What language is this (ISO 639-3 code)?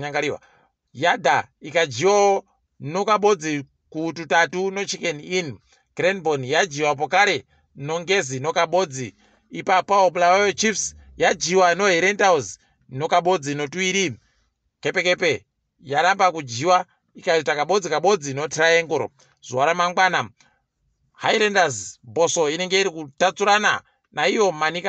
ndc